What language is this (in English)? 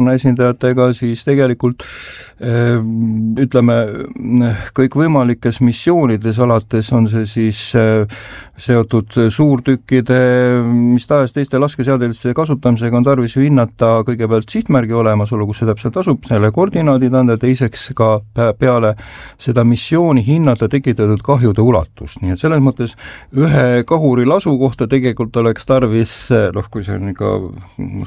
Estonian